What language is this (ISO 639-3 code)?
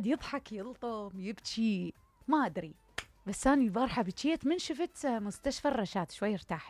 acm